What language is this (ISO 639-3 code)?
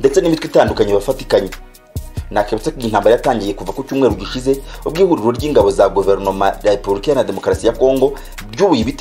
kin